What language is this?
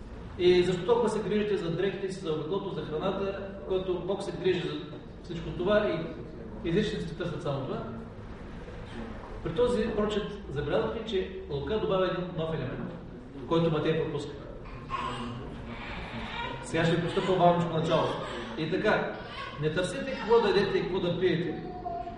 Bulgarian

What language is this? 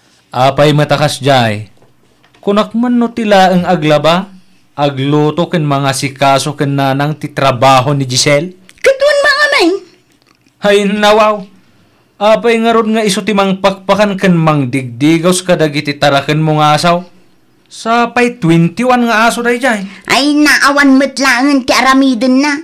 Iloko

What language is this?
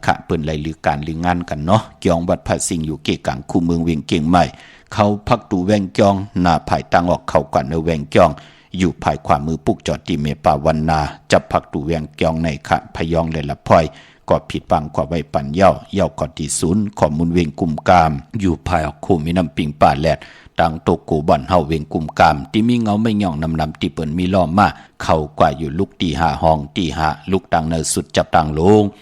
Shan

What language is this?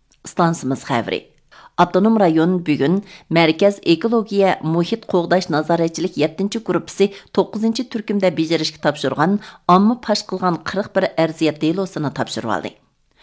Uyghur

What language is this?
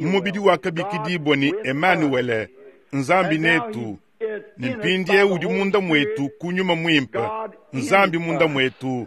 Luba-Lulua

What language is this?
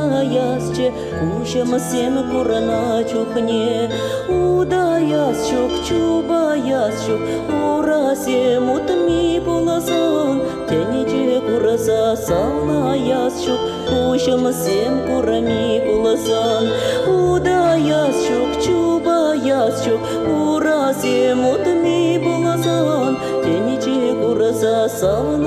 Chuvash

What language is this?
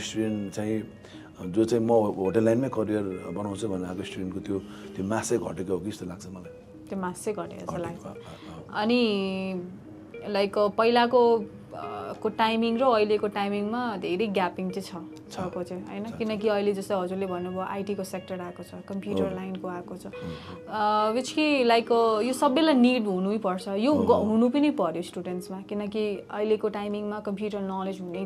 Nepali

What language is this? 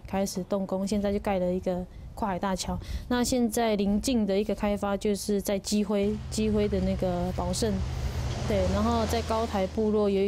Chinese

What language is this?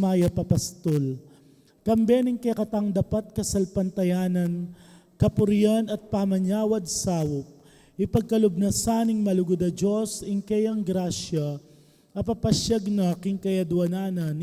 Pampanga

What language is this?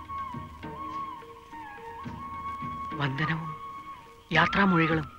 Malayalam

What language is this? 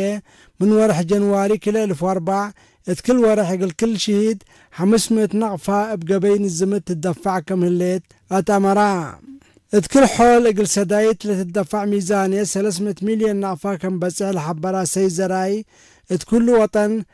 Tigre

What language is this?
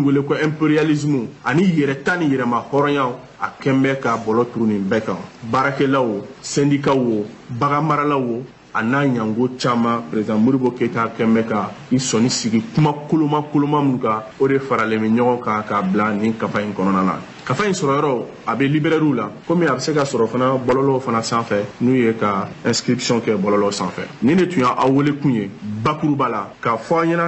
Bambara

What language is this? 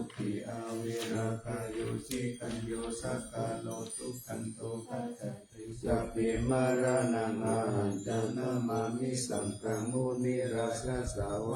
Pali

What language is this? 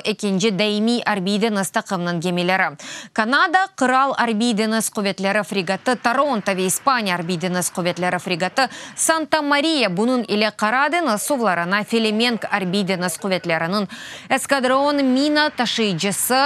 Crimean Tatar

